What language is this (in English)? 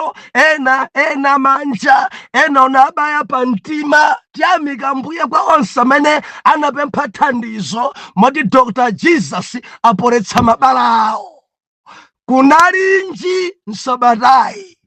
Nyanja